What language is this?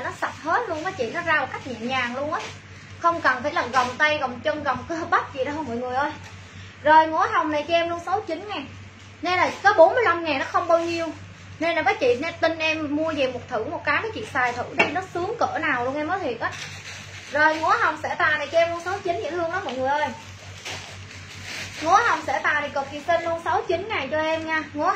Vietnamese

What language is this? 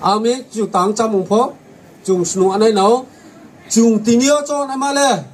Riang (India)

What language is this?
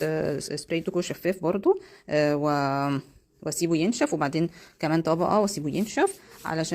Egyptian Arabic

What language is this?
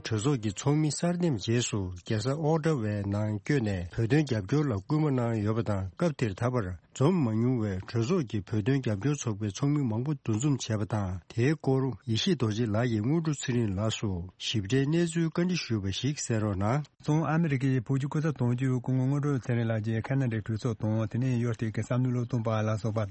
Tibetan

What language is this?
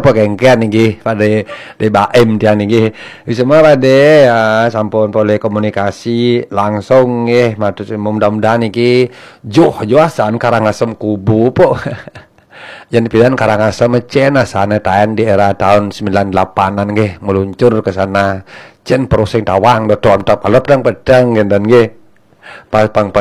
Balinese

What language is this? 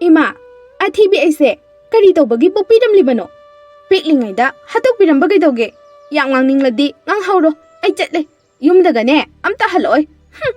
Manipuri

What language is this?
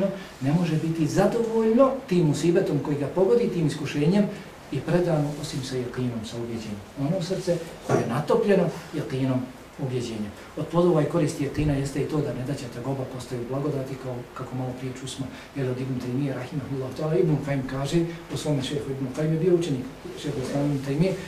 Bosnian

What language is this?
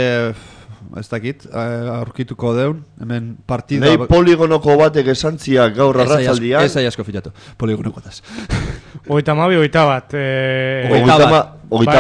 Basque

